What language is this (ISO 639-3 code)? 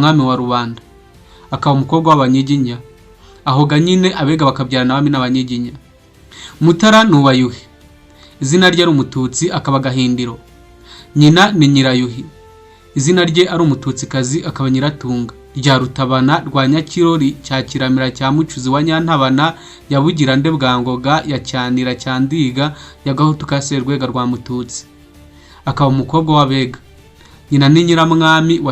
kin